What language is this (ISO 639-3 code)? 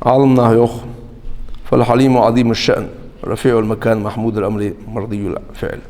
inh